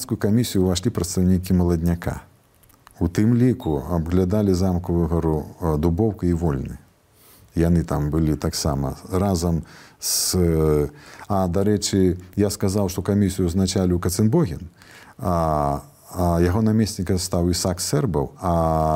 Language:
Belarusian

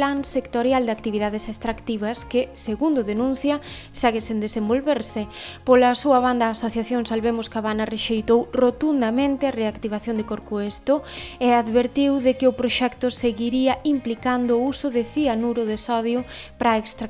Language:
Galician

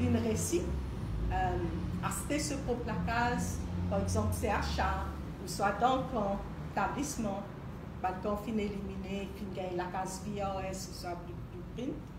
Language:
Morisyen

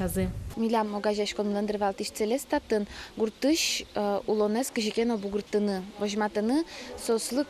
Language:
Udmurt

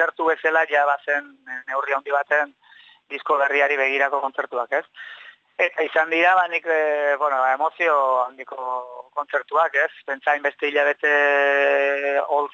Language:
Basque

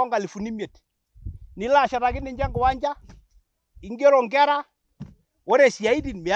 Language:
Masai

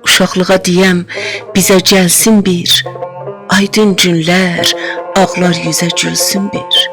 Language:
South Azerbaijani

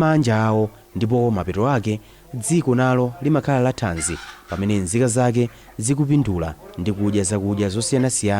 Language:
Nyanja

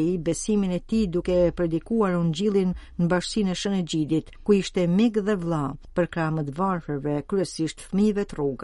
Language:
Albanian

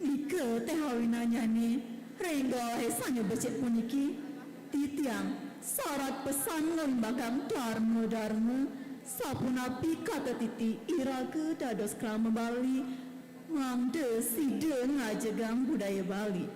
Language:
Balinese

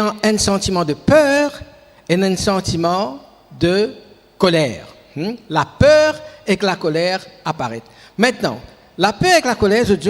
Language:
Morisyen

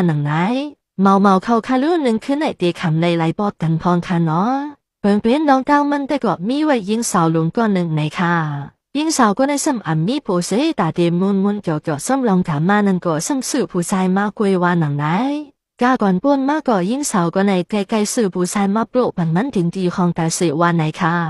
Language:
Shan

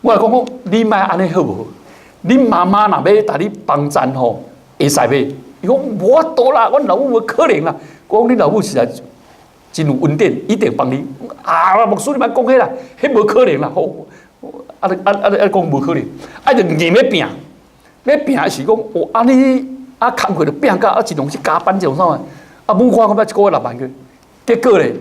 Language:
Min Nan Chinese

